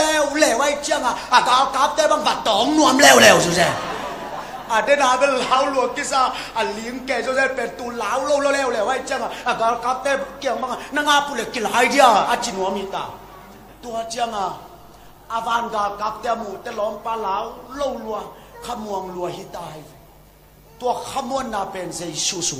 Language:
Tedim Chin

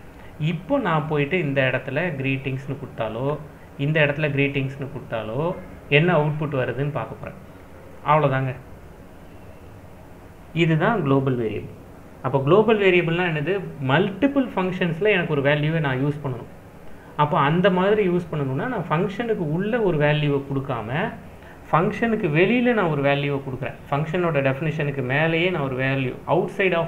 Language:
Tamil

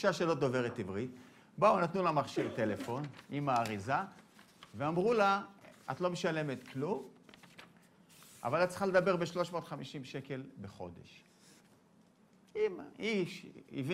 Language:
Hebrew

